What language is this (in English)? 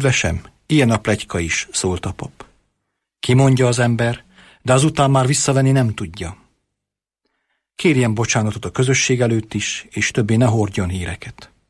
Hungarian